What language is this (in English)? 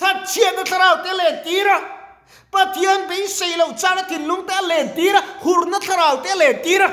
Mizo